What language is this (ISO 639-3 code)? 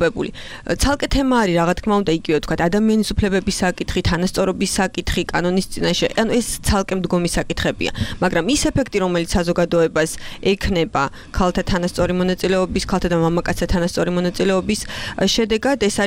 kat